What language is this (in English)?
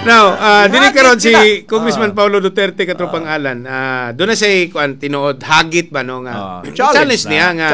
Cebuano